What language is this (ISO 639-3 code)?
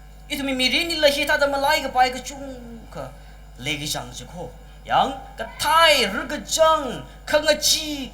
nmf